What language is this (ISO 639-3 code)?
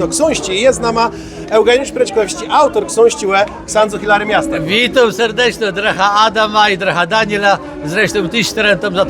csb